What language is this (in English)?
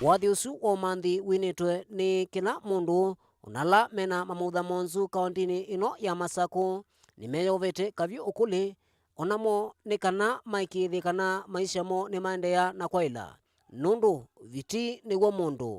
Kamba